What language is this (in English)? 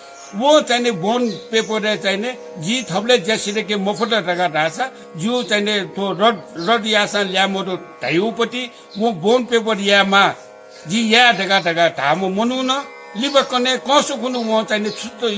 Newari